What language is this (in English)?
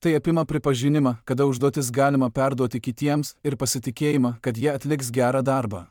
Lithuanian